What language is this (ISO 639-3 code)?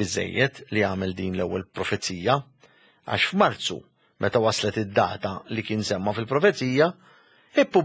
mlt